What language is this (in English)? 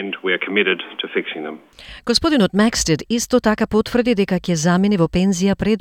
Macedonian